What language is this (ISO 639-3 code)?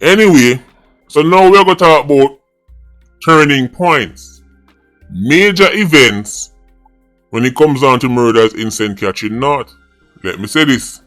jam